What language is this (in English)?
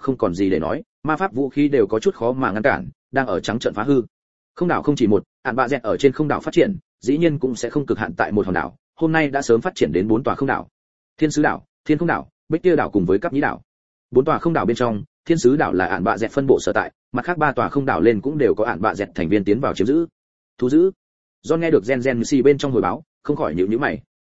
Vietnamese